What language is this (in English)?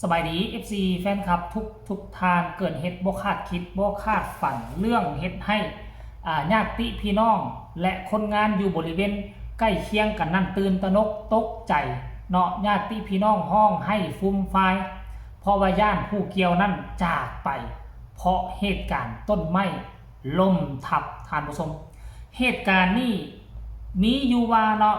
Lao